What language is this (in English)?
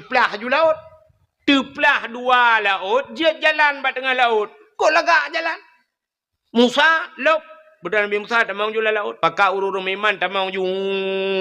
Achinese